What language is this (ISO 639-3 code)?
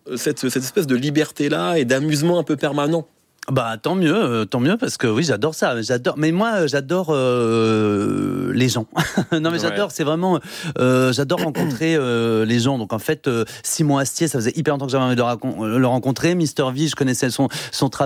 fra